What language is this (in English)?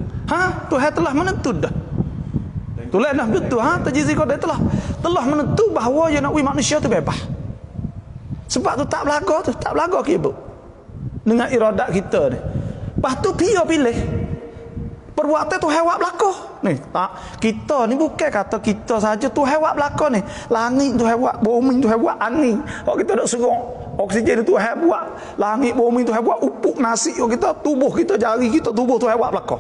Malay